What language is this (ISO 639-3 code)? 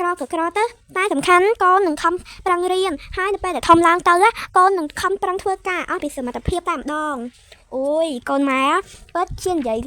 khm